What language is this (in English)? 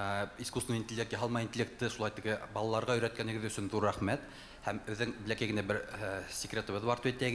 Bashkir